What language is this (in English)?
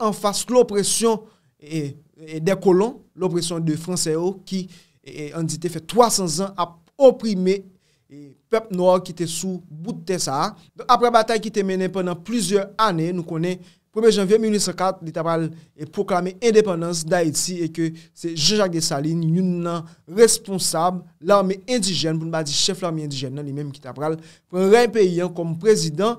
Haitian Creole